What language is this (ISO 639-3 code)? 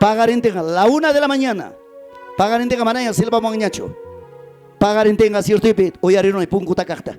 quy